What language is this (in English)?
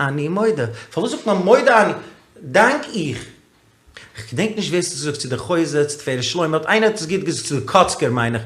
Yiddish